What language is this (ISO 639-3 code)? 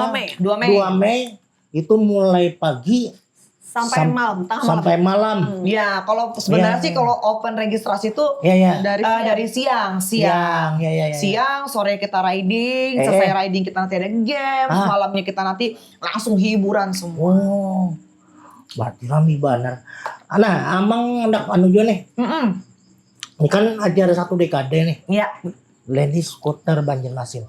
bjn